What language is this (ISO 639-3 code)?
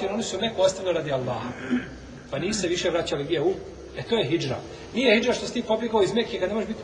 bos